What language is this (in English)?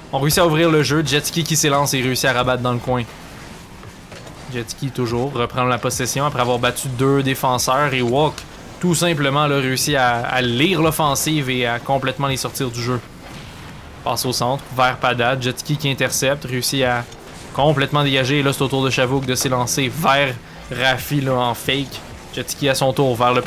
French